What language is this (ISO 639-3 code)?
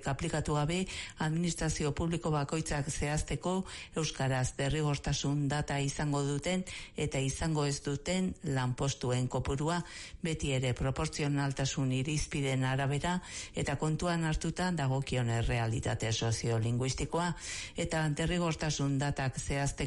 eus